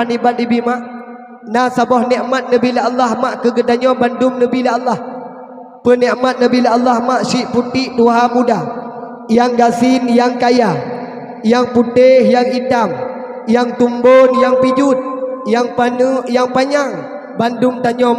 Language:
Achinese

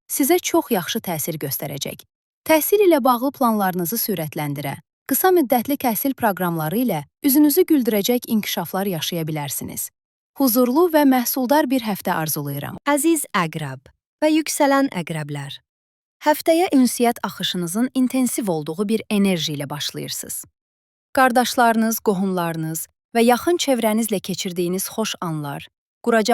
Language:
Azerbaijani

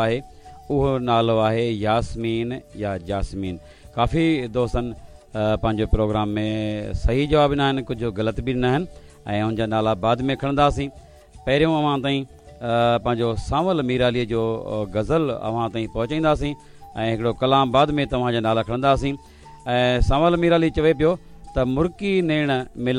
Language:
Sindhi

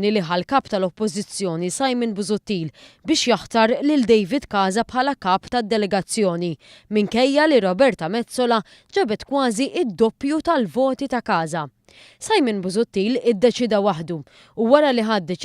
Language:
Maltese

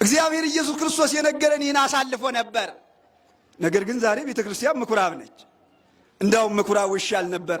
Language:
Amharic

